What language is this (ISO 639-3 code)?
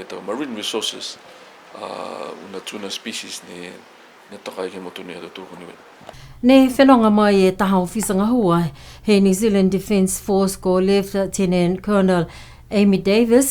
niu